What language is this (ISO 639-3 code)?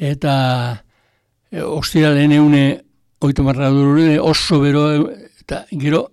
eus